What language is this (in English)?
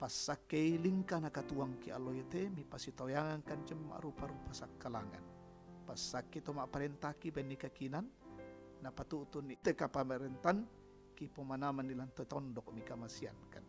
Toraja-Sa'dan